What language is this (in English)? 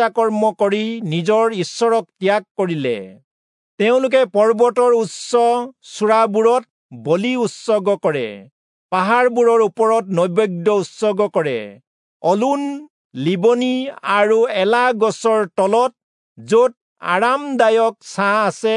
Assamese